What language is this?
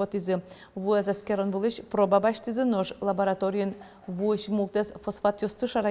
Udmurt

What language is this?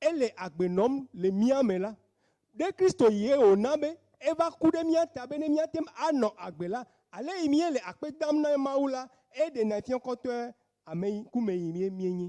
Ewe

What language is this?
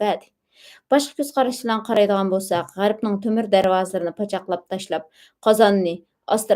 Uyghur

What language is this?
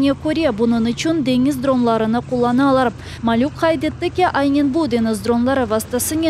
Crimean Tatar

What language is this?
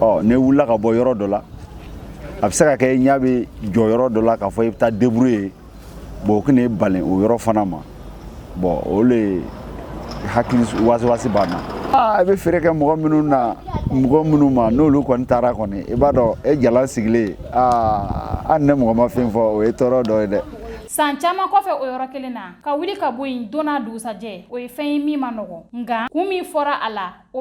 Bambara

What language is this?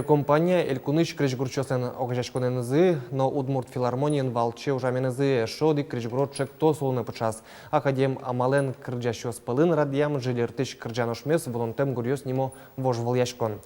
Udmurt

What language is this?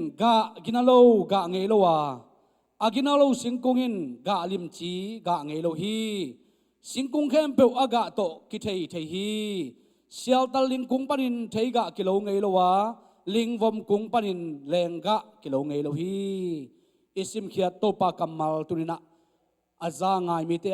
Tedim Chin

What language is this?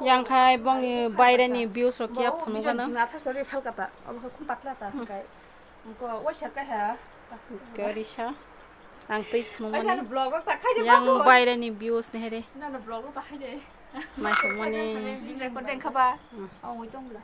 Kok Borok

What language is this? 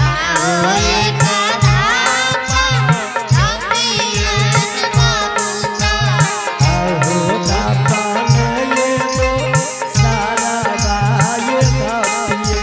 Angika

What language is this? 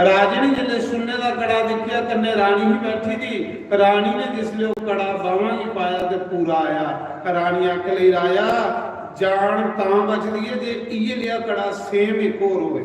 Dogri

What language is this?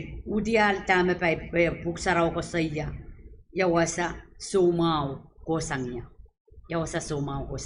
Pohnpeian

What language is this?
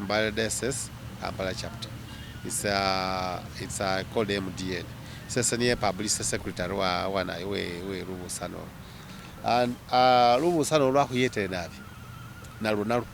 Masaaba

